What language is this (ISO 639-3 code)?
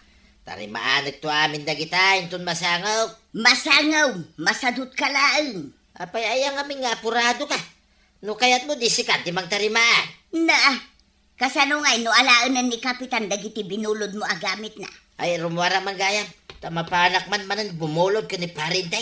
ilo